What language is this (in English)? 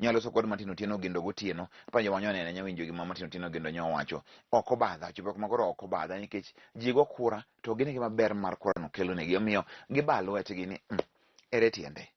Luo (Kenya and Tanzania)